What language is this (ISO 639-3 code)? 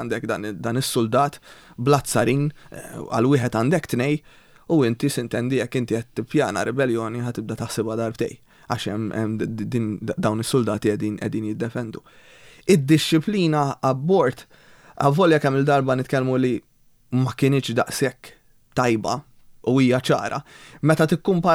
mlt